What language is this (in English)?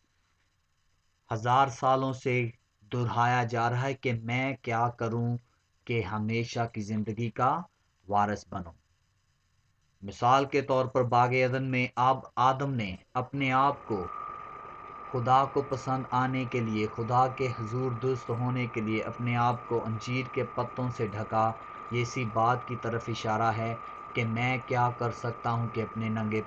Urdu